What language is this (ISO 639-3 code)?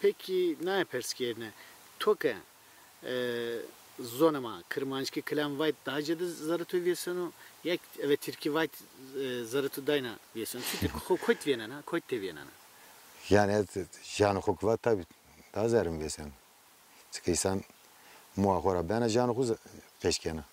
zza